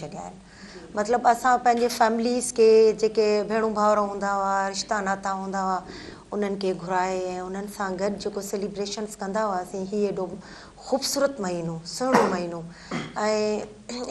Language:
Sindhi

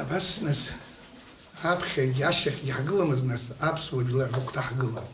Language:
Abkhazian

